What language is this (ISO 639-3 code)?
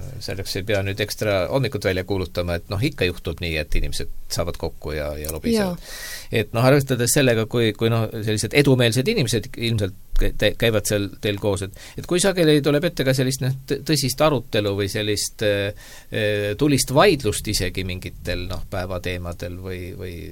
est